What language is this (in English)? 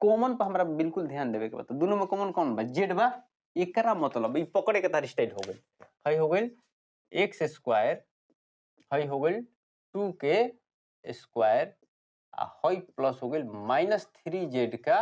Bhojpuri